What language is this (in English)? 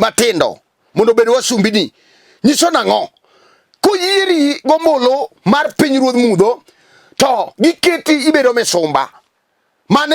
Luo (Kenya and Tanzania)